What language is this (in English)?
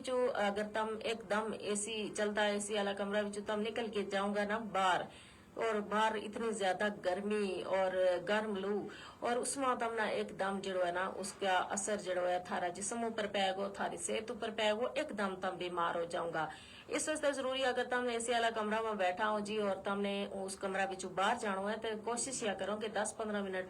Gujari